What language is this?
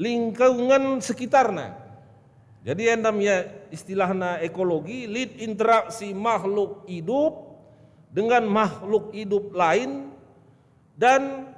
Batak Karo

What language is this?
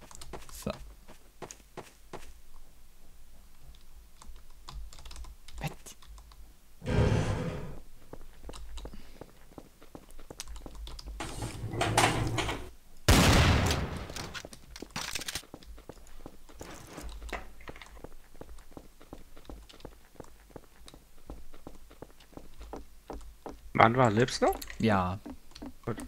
German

